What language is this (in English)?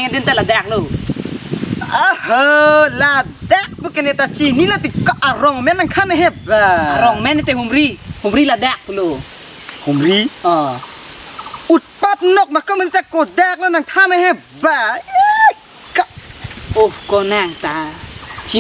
Karbi